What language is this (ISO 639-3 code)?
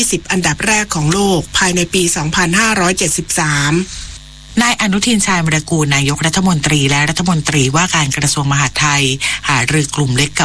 tha